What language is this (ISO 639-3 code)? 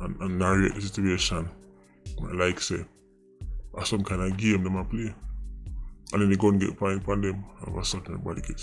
jam